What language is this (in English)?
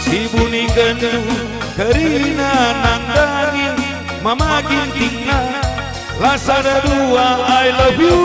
Batak Karo